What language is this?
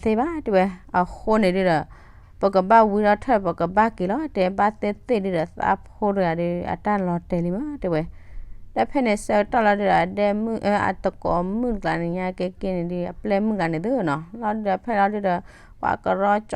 S'gaw Karen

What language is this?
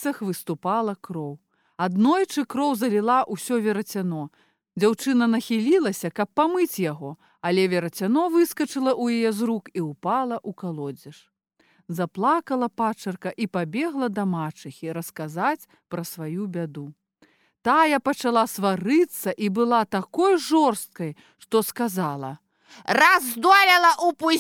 Belarusian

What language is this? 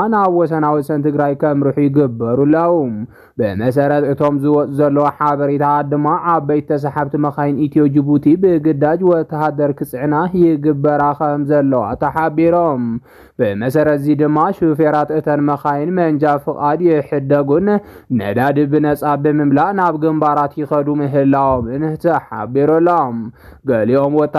Tigrinya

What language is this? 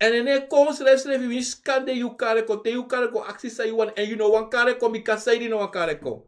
Sranan Tongo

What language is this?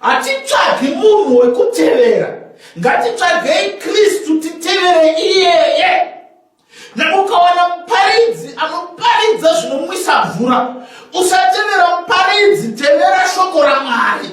Shona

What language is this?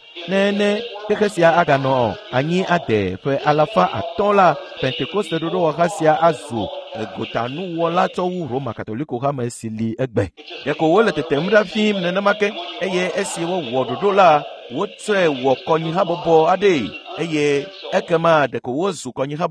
Ewe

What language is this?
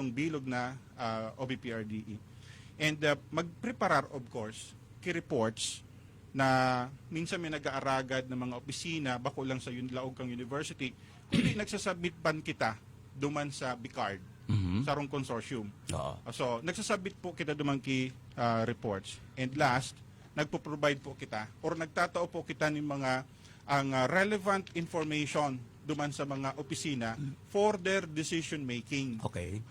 Bikol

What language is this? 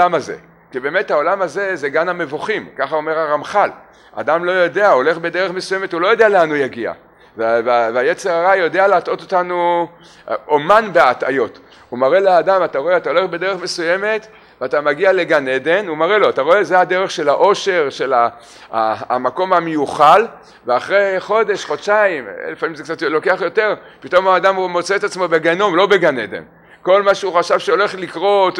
Hebrew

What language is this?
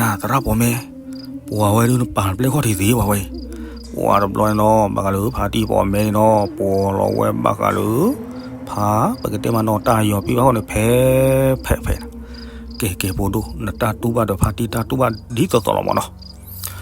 S'gaw Karen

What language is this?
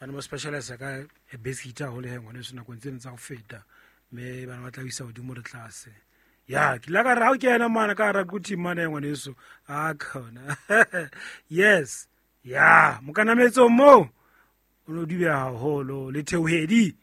Southern Sotho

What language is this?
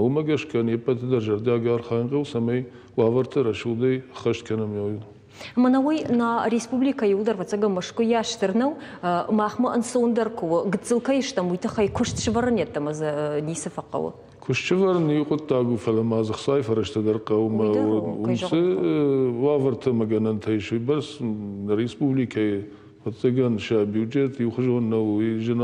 Ossetic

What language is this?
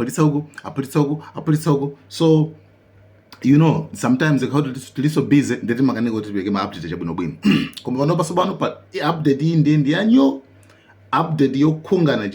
Nyanja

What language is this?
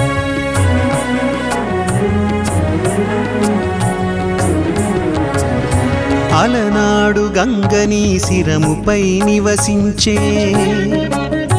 Telugu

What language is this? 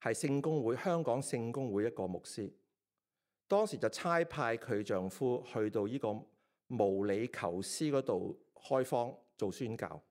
Cantonese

